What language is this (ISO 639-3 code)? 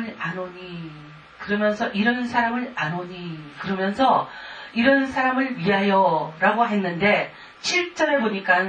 kor